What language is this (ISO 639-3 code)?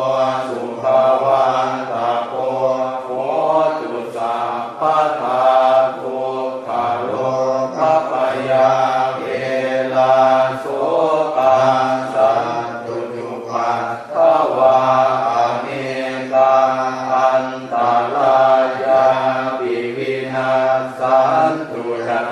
pli